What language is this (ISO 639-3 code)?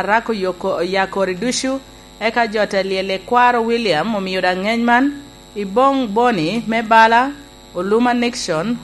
laj